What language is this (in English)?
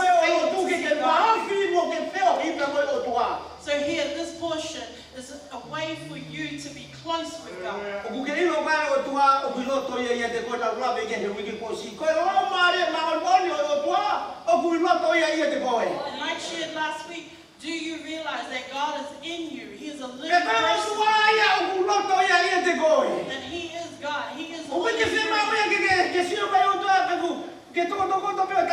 Tongan